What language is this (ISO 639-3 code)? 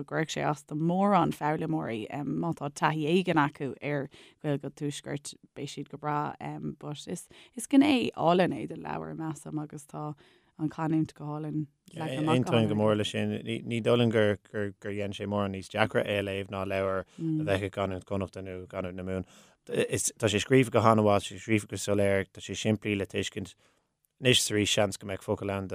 gle